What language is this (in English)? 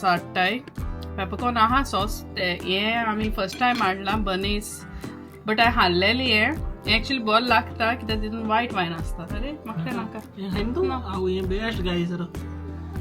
Konkani